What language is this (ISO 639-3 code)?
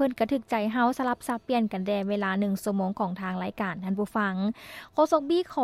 lao